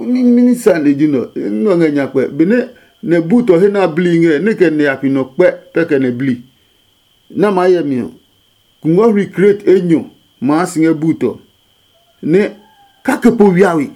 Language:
Adangme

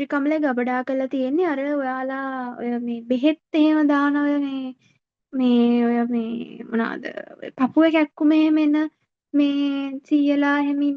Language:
Sinhala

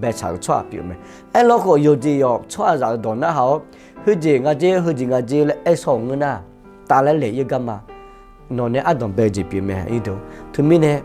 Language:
Akha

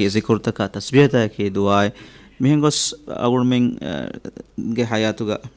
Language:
Divehi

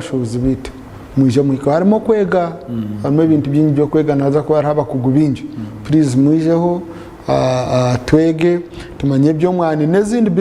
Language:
Nyankole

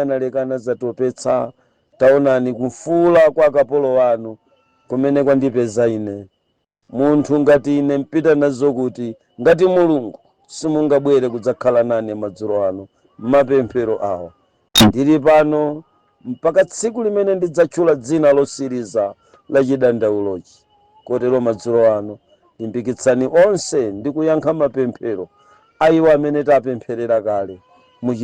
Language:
Nyanja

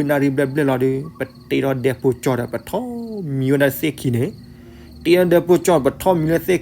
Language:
S'gaw Karen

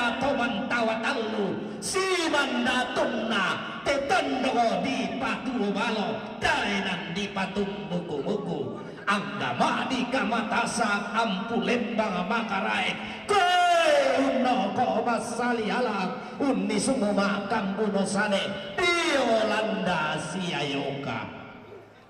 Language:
Toraja-Sa'dan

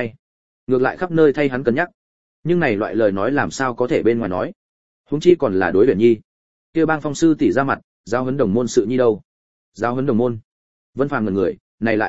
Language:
Vietnamese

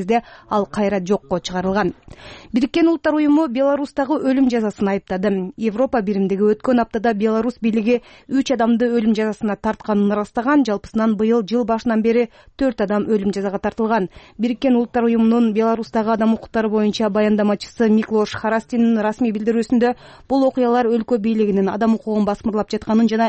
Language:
Kyrgyz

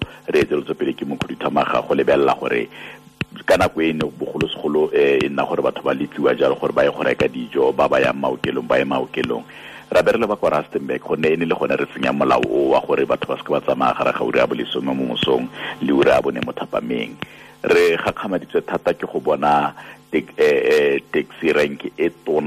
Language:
Tswana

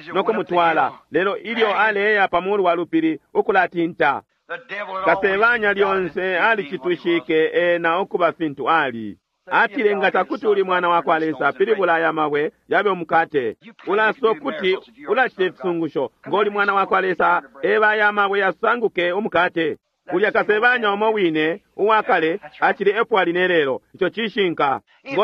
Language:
Bemba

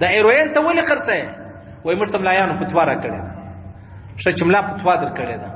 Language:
Pashto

